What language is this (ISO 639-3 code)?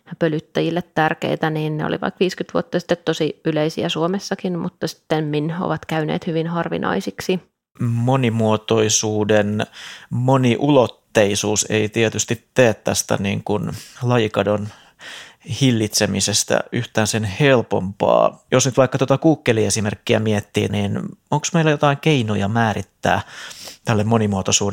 fin